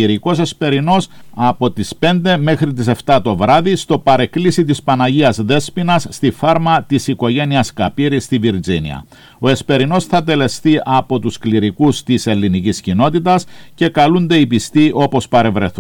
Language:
Greek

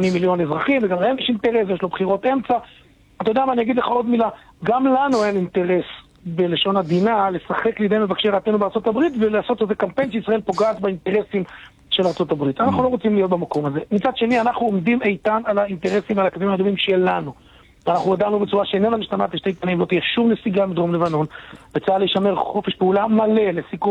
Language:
Hebrew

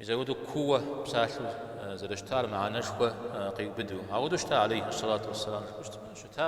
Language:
Kabardian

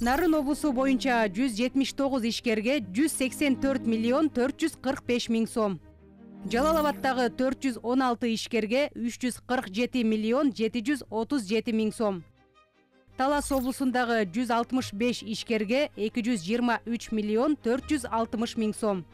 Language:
Kyrgyz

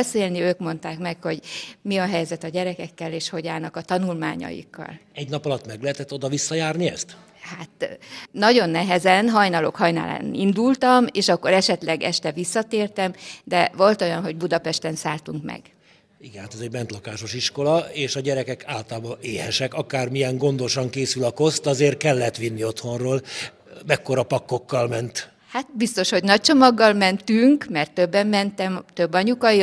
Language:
Hungarian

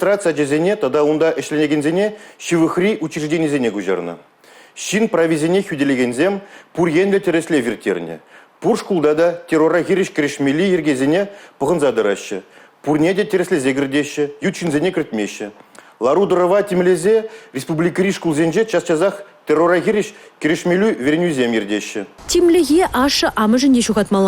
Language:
Chuvash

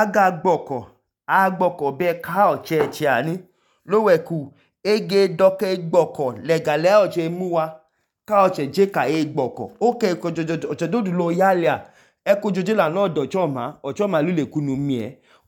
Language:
Idoma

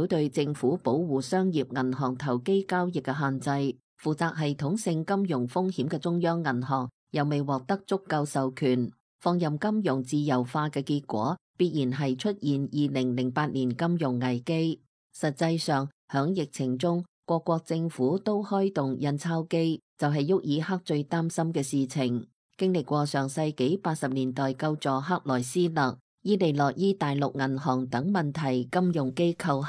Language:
Cantonese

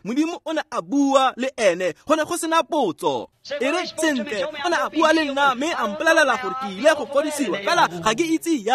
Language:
Tswana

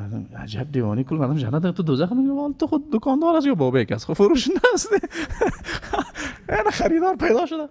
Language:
Persian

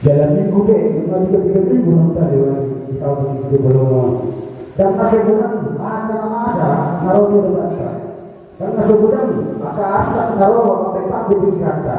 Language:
Batak Toba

